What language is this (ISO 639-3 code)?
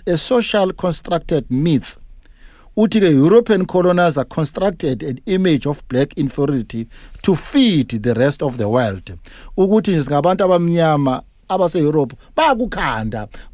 zul